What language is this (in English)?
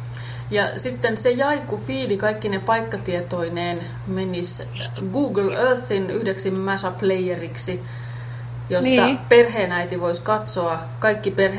Finnish